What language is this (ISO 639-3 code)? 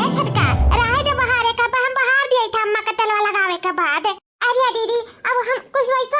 awa